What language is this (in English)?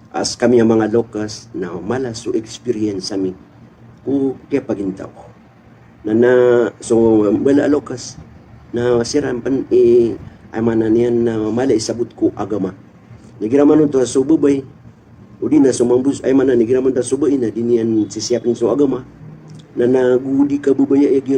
Maranao